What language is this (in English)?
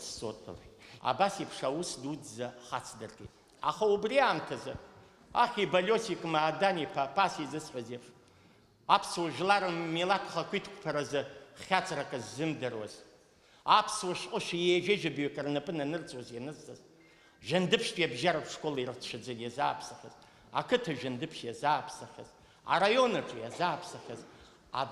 Abkhazian